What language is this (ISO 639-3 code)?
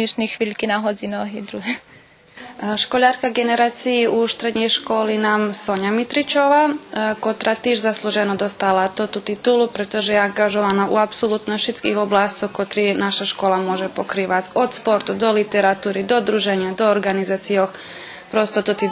rue